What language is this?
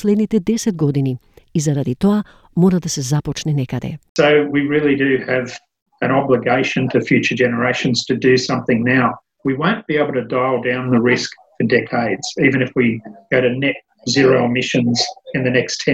Macedonian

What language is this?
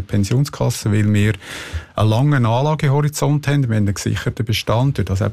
German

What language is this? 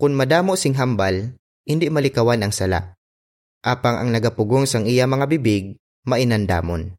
Hiligaynon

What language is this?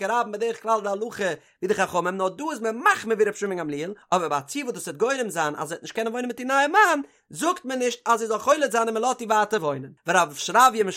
Yiddish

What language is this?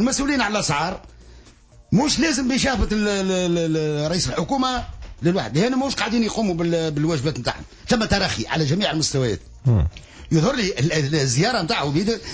Tunisian Arabic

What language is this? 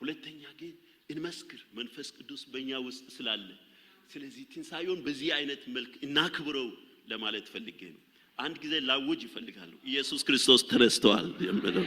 Amharic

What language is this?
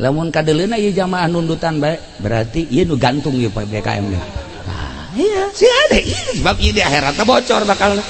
Sundanese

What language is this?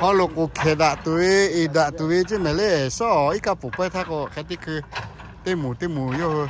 Lahu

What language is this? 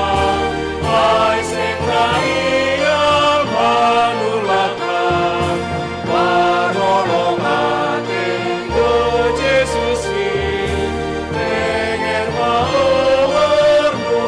Batak Simalungun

